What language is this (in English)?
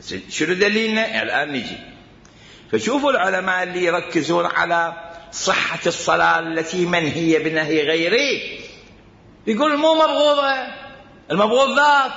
Mesopotamian Arabic